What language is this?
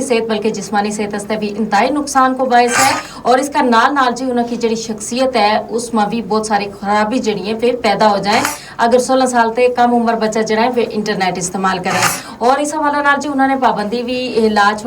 Gujari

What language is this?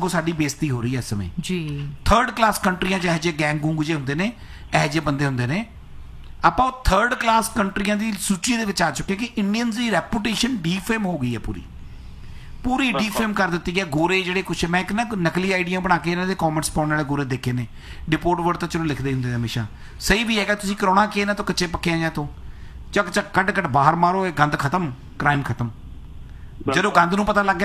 Punjabi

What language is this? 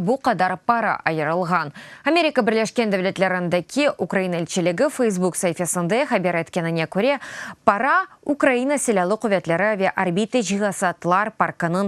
Crimean Tatar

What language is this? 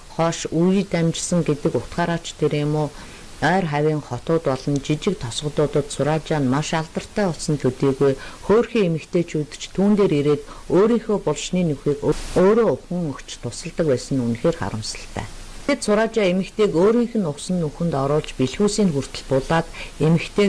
Mongolian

